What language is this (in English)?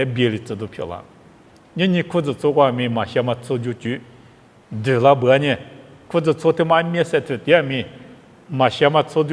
Lisu